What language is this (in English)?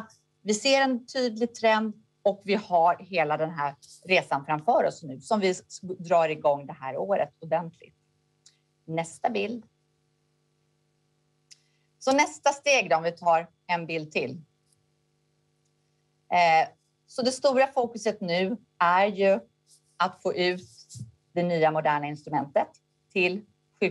Swedish